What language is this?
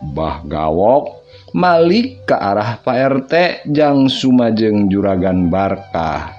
Sundanese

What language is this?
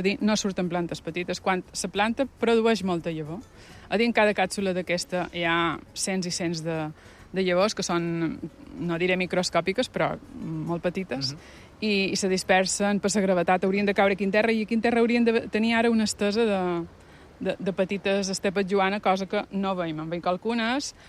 Catalan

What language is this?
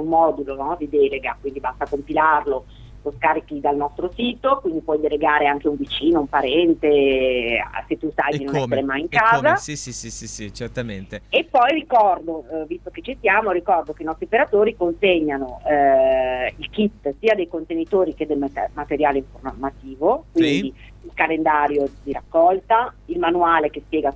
Italian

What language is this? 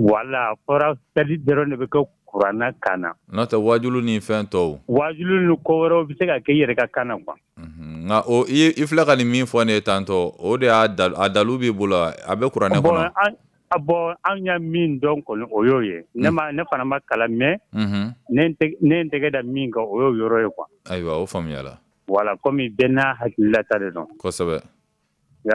Bambara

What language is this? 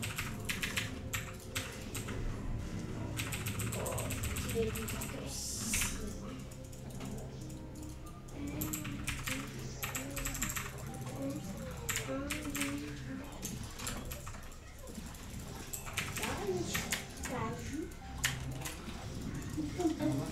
Russian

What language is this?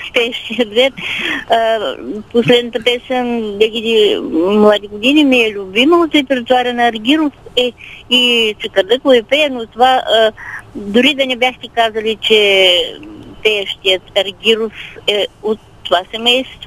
Bulgarian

